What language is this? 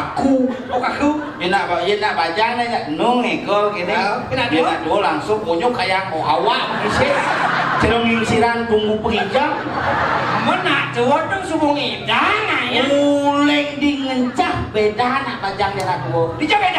Balinese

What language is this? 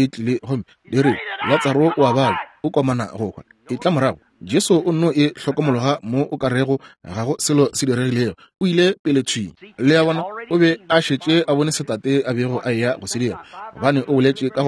Northern Sotho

